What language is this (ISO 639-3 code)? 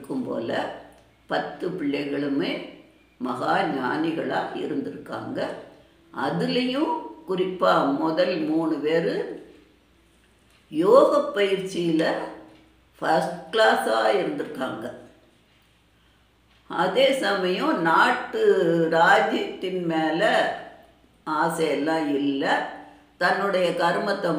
tam